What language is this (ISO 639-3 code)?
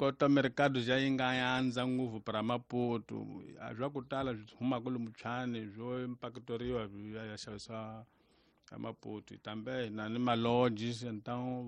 tso